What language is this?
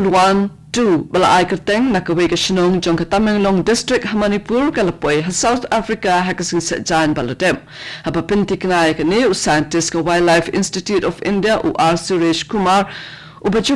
Khasi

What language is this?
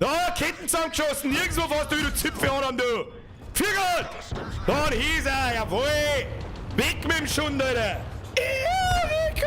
Bavarian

